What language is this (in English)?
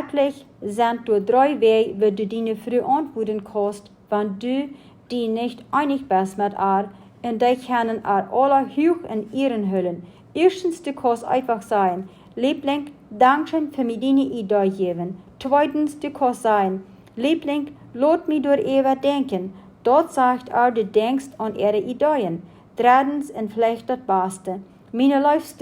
Plautdietsch